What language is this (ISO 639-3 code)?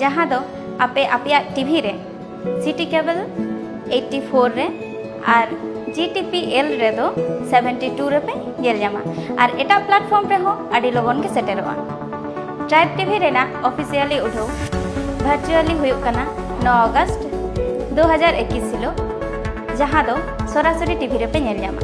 sat